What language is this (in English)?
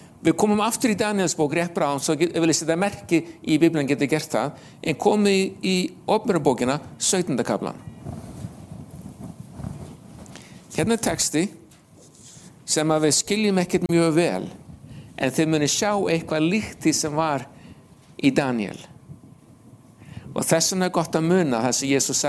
Icelandic